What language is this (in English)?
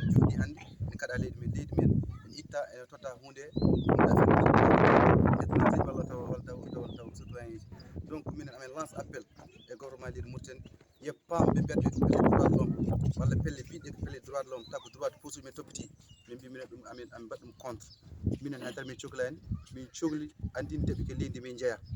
Fula